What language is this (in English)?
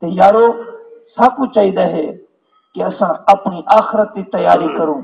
Saraiki